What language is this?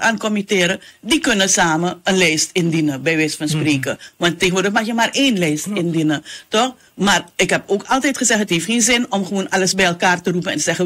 Dutch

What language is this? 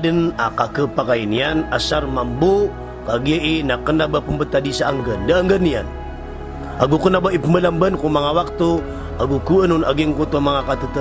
Maranao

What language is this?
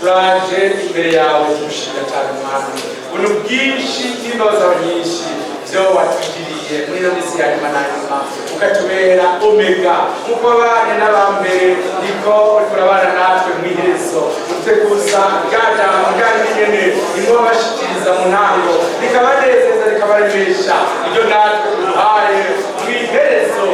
Rundi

